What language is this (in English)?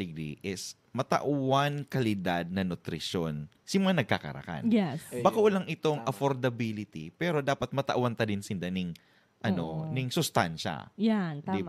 Bikol